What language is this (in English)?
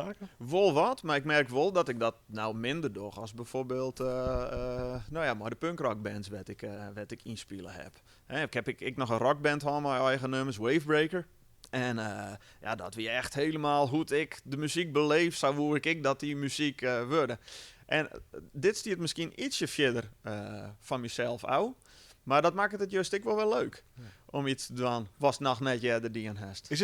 Western Frisian